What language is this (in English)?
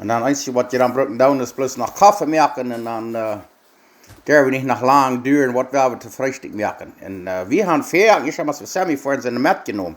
Plautdietsch